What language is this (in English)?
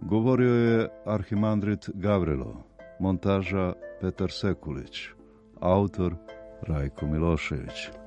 Serbian